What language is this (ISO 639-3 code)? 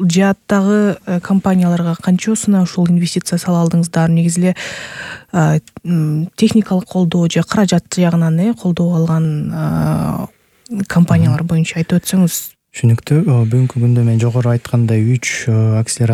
kir